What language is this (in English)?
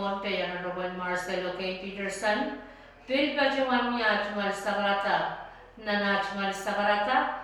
Pohnpeian